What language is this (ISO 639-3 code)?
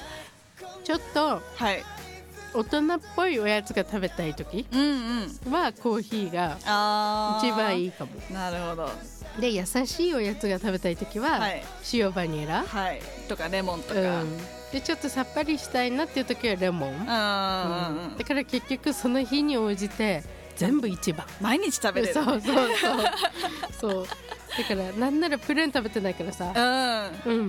jpn